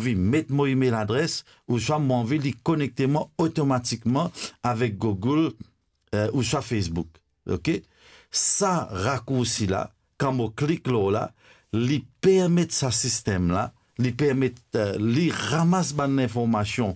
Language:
Morisyen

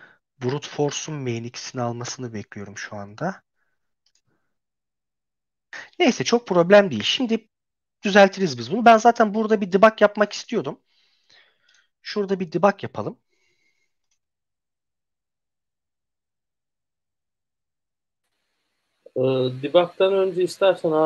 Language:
Turkish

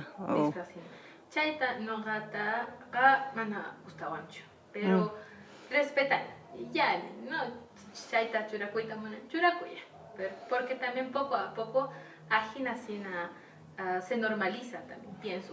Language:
Quechua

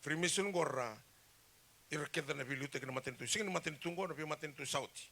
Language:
Fijian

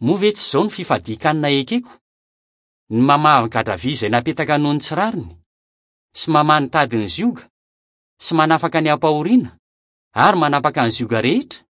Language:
Malagasy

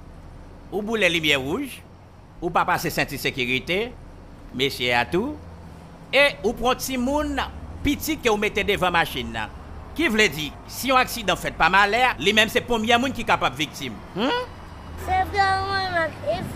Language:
Haitian Creole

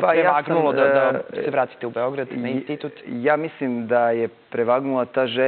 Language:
Serbian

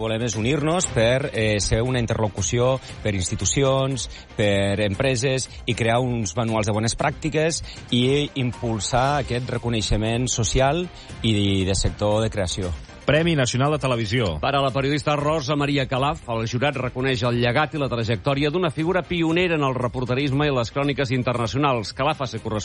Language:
Catalan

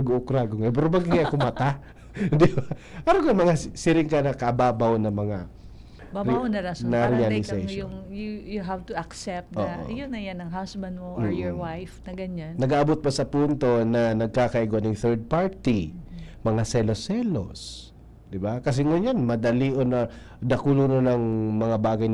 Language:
Bikol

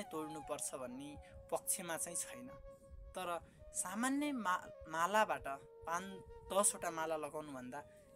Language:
Nepali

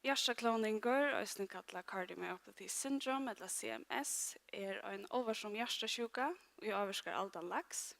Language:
Faroese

